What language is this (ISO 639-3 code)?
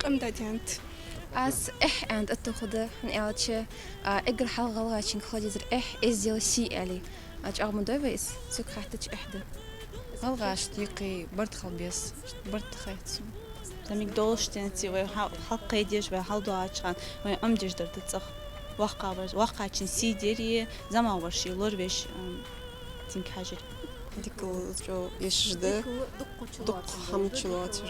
inh